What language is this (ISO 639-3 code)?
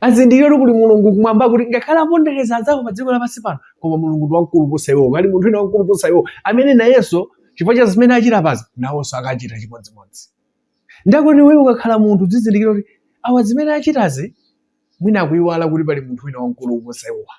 nya